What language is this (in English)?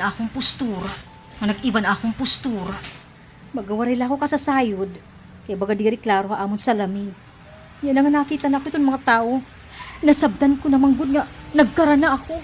Waray